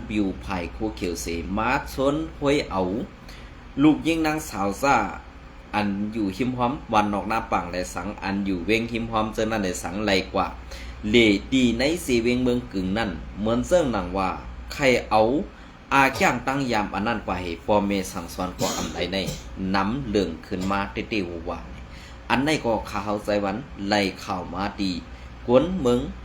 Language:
Shan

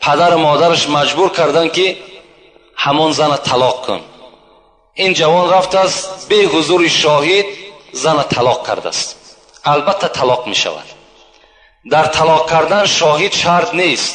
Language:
Tajik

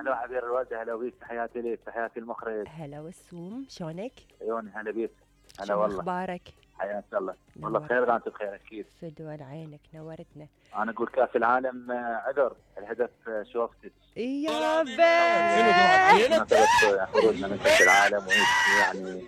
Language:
Mesopotamian Arabic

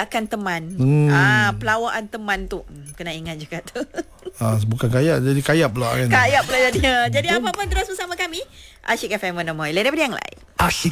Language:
Malay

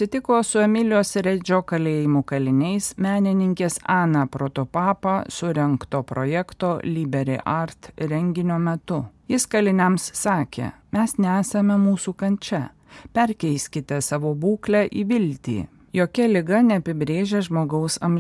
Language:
Lithuanian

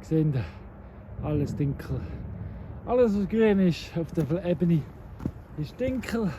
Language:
Swiss German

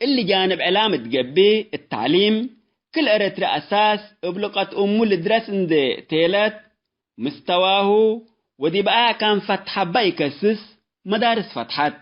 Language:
Tigre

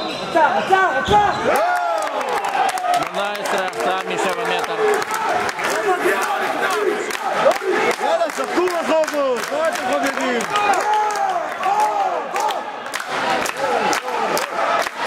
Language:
Hebrew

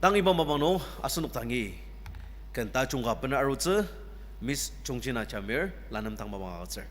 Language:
Ao Naga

